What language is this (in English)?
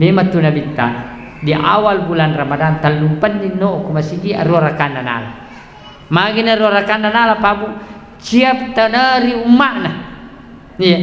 Buginese